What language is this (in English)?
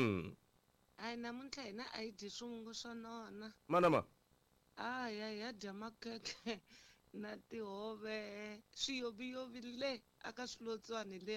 Tsonga